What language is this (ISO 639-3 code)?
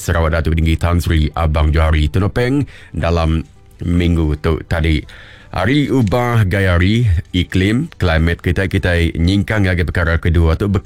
iba